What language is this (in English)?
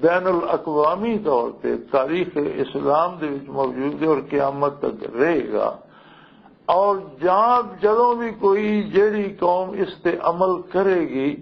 Western Panjabi